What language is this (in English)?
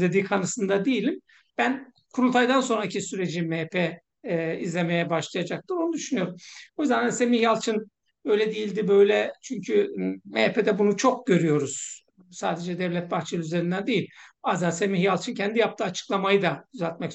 Turkish